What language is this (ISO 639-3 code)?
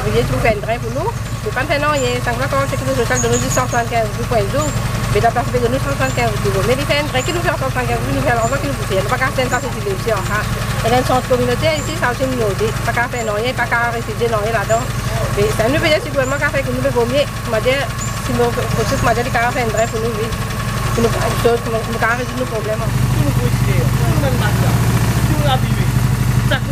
mfe